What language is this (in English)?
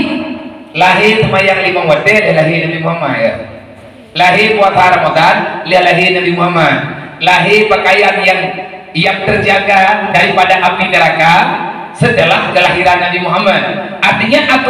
Achinese